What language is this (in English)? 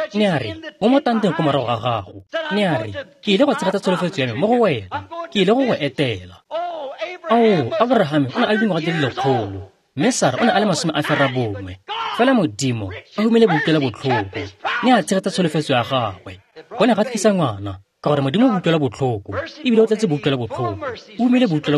Tswana